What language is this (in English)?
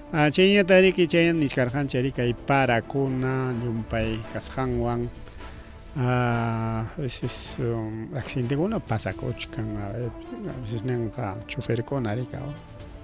Ayacucho Quechua